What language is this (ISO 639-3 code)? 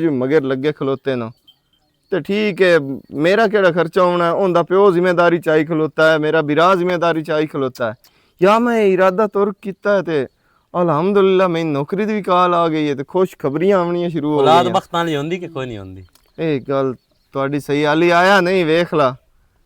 lah